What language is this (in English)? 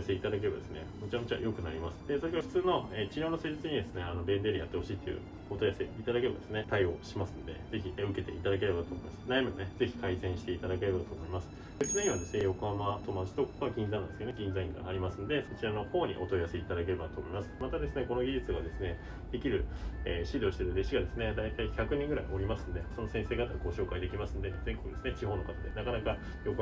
Japanese